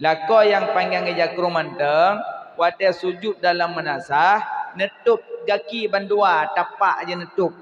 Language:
Achinese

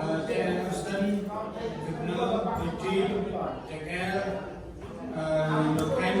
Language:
Central Mnong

